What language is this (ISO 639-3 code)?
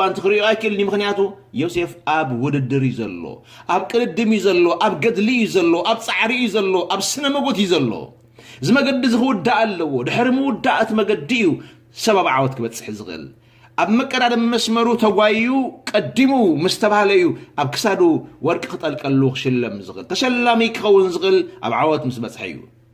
tir